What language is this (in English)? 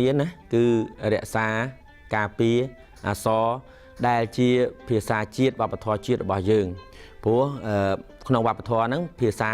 Khmer